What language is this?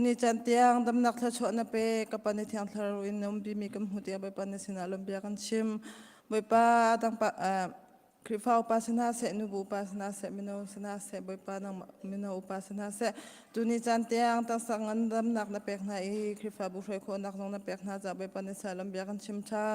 Hakha Chin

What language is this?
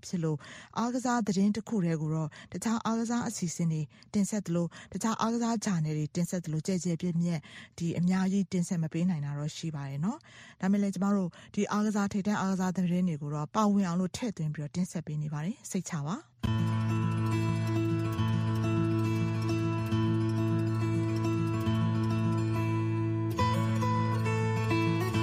Burmese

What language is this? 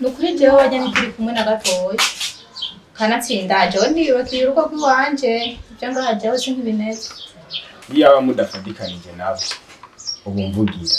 Rundi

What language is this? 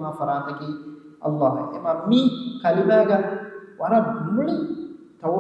Divehi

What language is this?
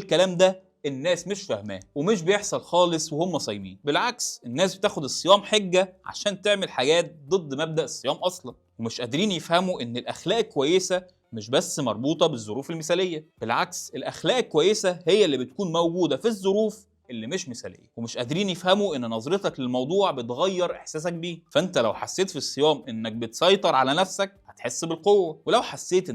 Egyptian Arabic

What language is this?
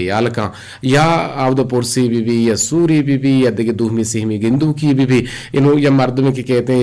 Eastern Balochi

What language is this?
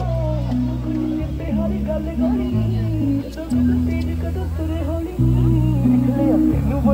Punjabi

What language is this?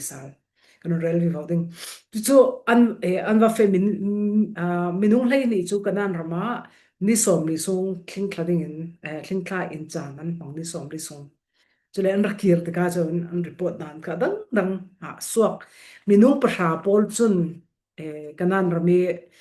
Falam Chin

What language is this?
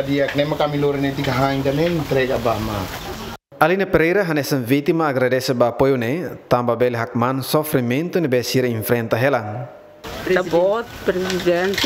Tetum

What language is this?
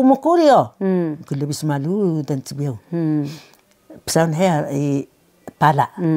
Taroko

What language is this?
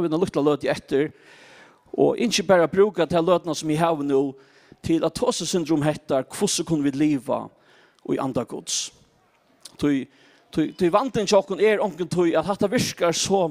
Faroese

